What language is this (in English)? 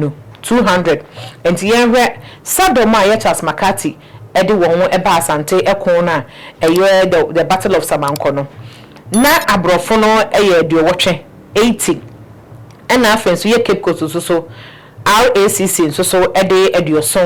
Akan